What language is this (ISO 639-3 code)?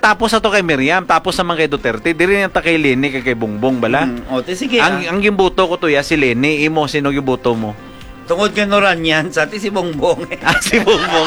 hil